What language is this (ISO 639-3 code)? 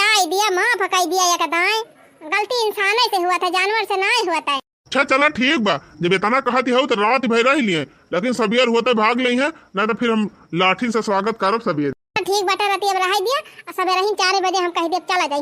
awa